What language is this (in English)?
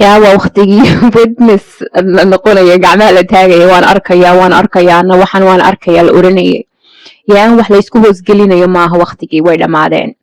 Somali